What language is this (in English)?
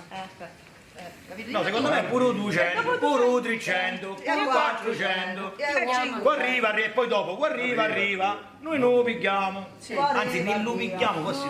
Sicilian